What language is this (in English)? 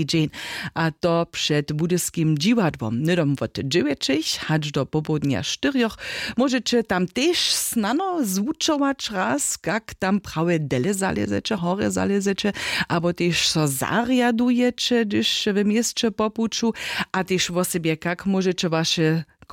Upper Sorbian